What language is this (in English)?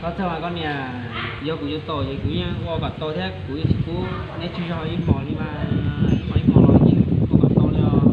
Hmong